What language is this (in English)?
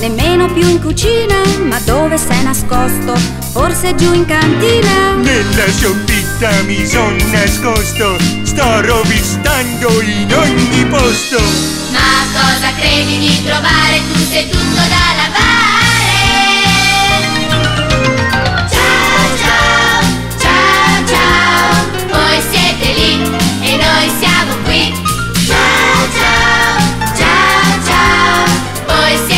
Italian